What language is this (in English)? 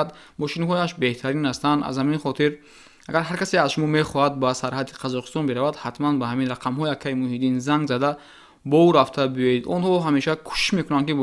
Tajik